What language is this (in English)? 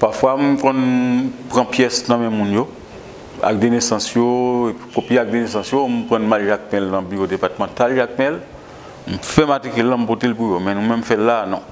Haitian Creole